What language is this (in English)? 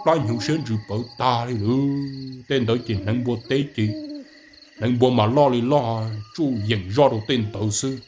Hmong